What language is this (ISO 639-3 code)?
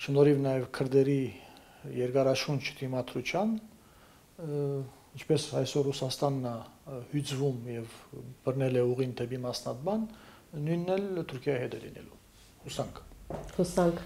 hye